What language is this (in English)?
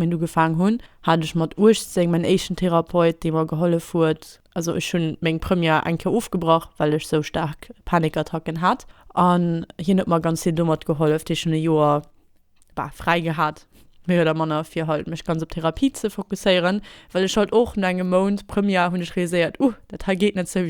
Luxembourgish